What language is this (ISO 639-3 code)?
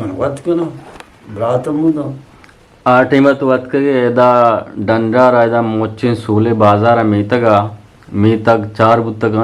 bgp